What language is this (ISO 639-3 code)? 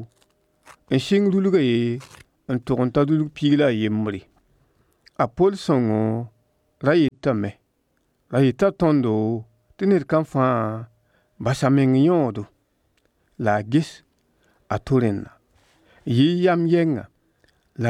mos